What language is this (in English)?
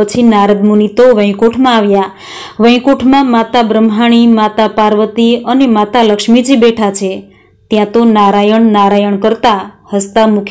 Gujarati